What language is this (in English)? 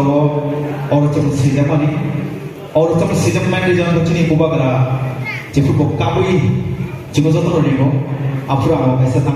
Kok Borok